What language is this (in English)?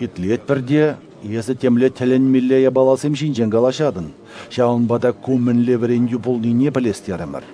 Chuvash